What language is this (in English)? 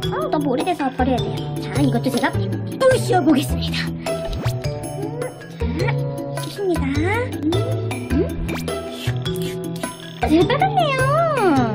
Korean